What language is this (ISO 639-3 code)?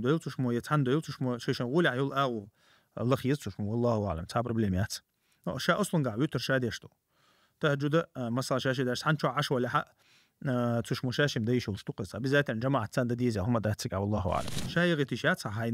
che